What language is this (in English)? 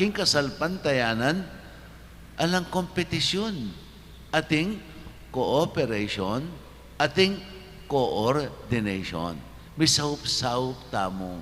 Pampanga